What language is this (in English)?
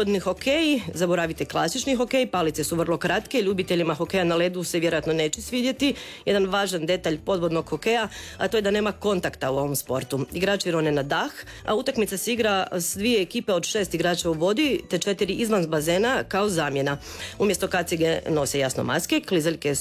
Croatian